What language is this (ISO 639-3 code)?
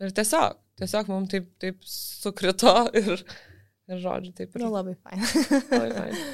lit